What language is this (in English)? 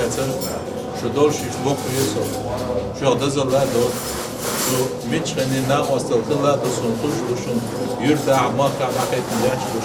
Chechen